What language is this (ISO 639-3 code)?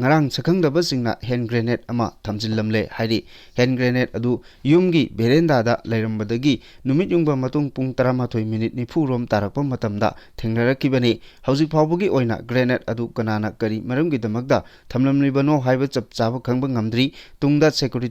mni